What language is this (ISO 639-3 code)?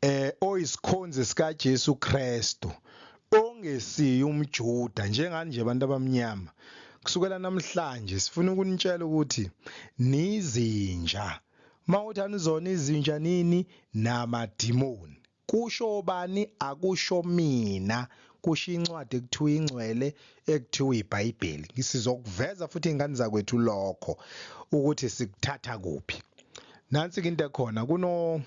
zul